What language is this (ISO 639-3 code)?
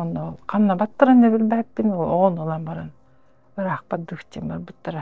sah